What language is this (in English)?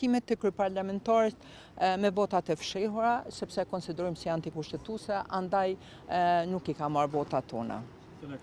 Albanian